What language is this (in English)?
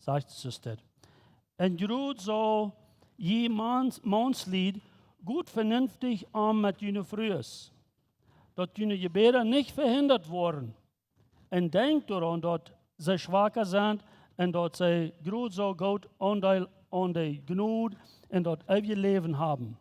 Plautdietsch